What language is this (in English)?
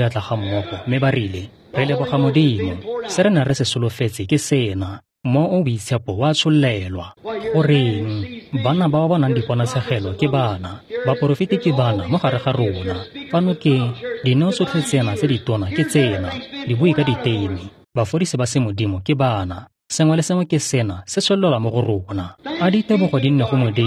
Tswana